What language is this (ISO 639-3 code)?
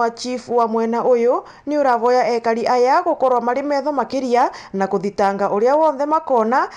mer